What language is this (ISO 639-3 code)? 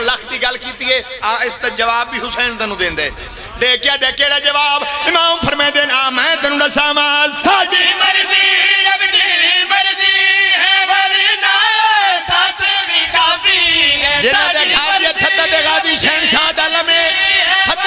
phr